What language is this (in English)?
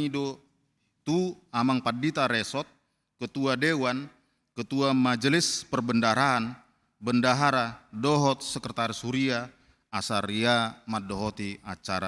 Batak Toba